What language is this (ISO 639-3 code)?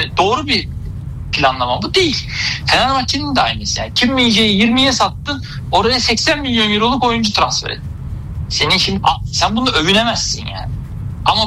tur